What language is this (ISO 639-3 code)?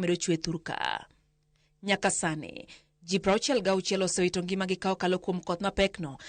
luo